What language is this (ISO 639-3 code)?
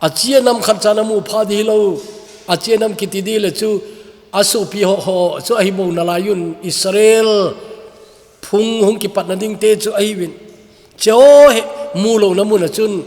tcz